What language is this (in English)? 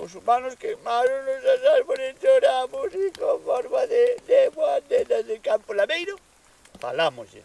Galician